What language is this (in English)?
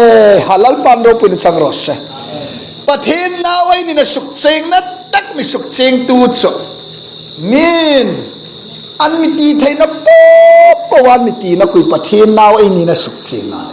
Hmar